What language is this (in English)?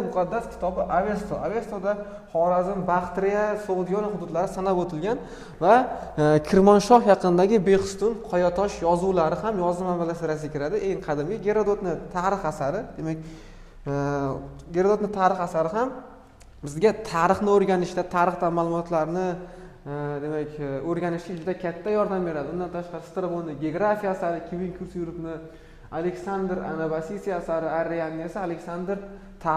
Uzbek